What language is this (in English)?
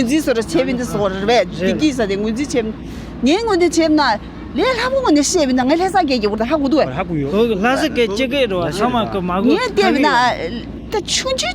Tibetan